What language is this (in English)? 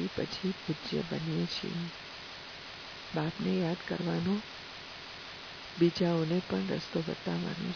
Gujarati